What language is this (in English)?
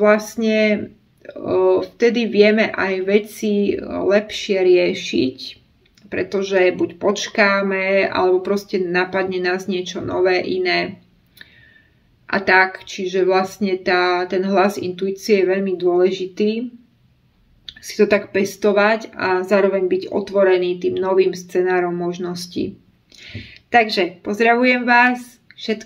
Slovak